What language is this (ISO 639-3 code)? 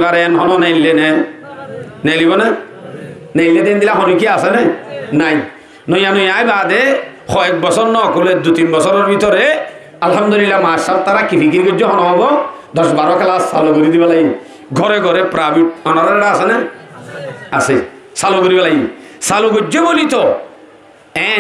rhg